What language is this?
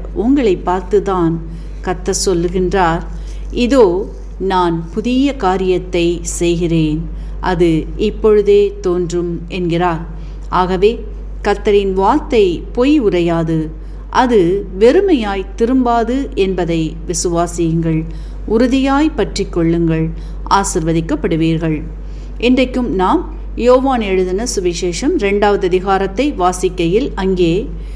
Tamil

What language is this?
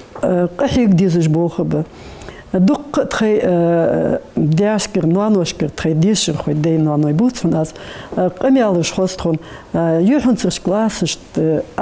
Ingush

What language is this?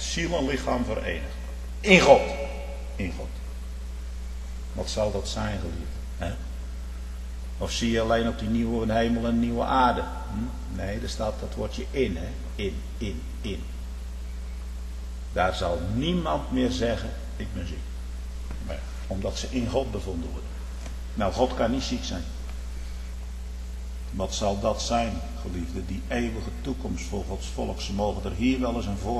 Dutch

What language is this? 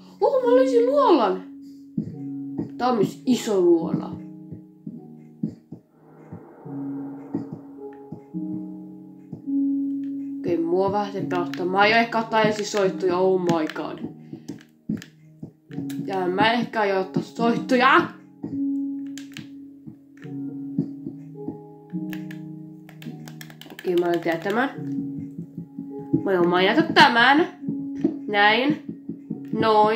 Finnish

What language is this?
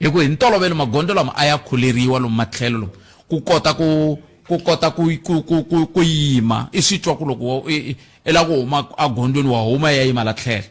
Tsonga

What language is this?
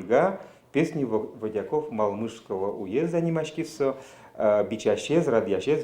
Udmurt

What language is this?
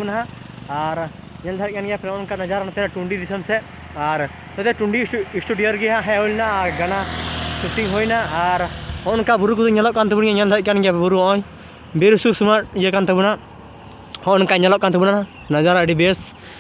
Santali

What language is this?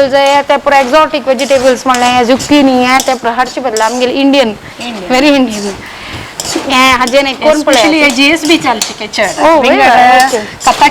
Konkani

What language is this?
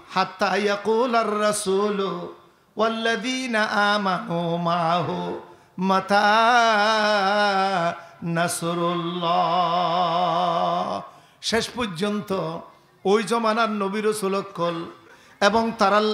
Rohingya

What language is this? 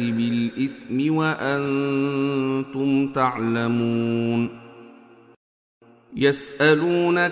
Arabic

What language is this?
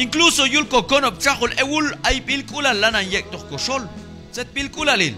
Q'anjob'al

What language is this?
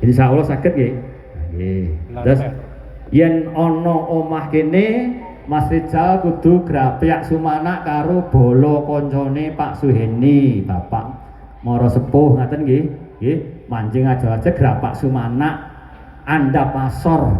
Javanese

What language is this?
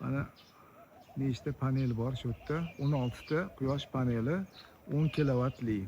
Uzbek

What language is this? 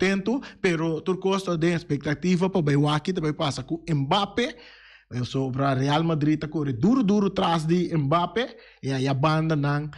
Papiamento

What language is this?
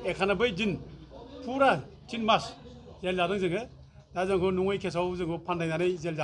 Bodo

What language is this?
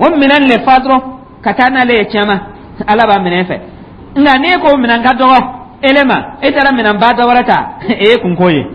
Dyula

